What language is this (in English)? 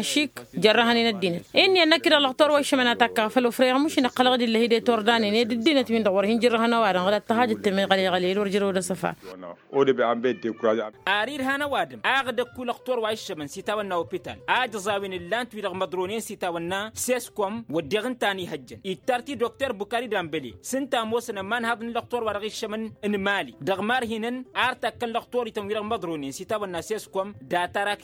Tamasheq